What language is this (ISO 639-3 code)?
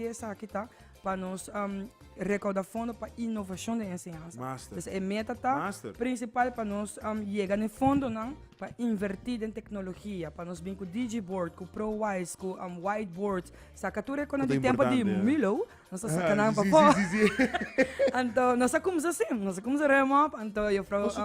pap